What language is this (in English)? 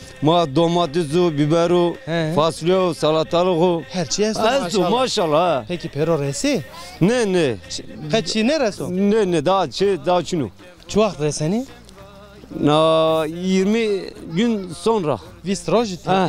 Zaza